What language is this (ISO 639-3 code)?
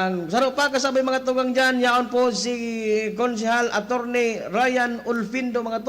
bik